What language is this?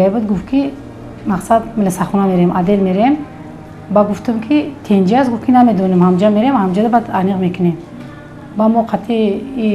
Tajik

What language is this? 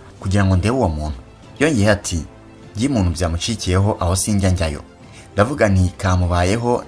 Kinyarwanda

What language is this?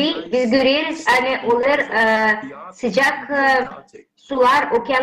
Gagauz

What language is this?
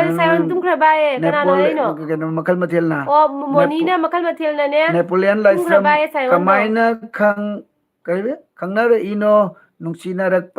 Manipuri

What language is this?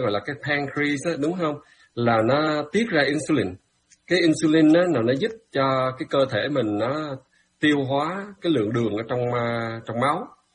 Vietnamese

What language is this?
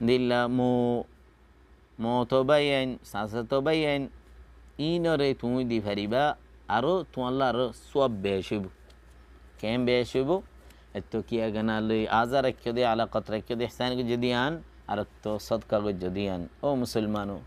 Rohingya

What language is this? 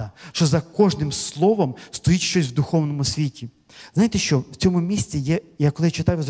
Ukrainian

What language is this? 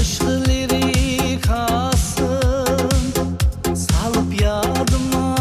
Kara-Kalpak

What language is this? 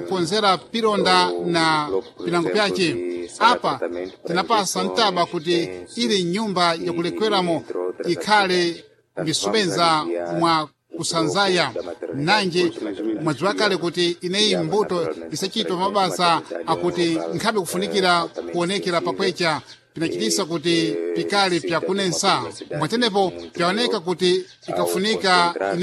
Sena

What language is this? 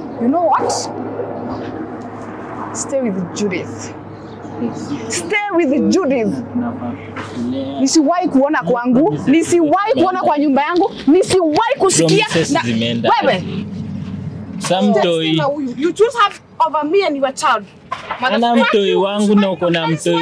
Swahili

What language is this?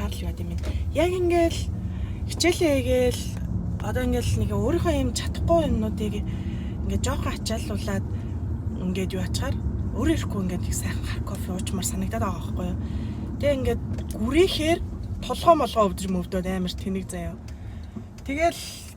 Mongolian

